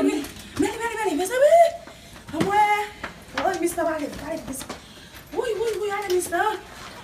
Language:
Haitian Creole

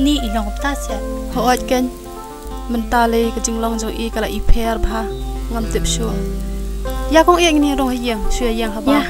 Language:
Khasi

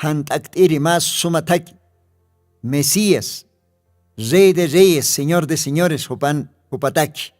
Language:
Aymara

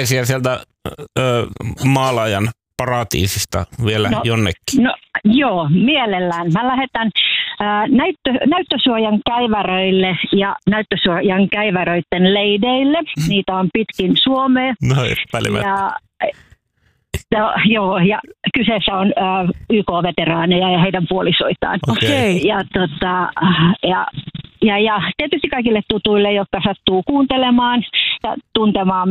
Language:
Finnish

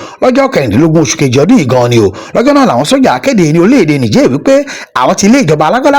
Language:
Yoruba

